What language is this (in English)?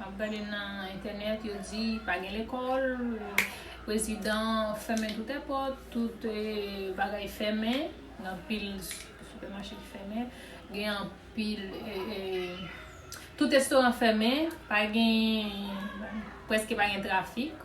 Haitian Creole